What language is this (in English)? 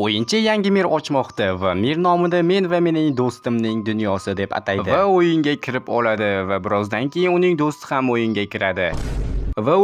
Uzbek